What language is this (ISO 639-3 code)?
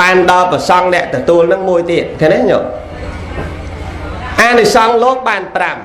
khm